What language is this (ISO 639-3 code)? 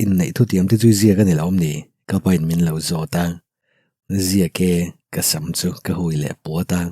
lus